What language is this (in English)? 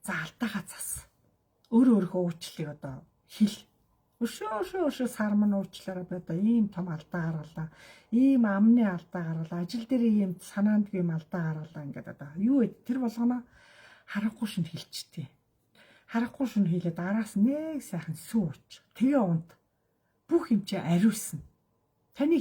Mongolian